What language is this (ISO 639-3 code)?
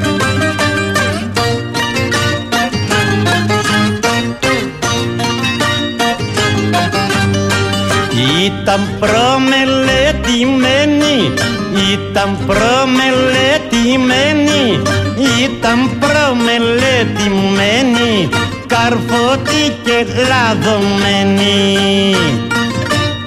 ell